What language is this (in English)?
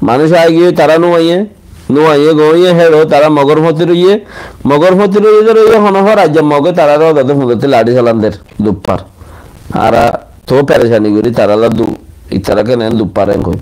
Rohingya